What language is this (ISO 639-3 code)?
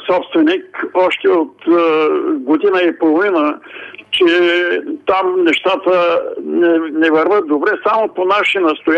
bul